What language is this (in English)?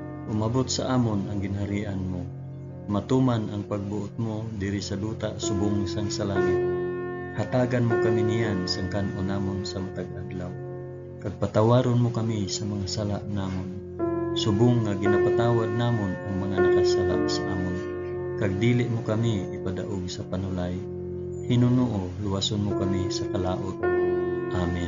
Hiligaynon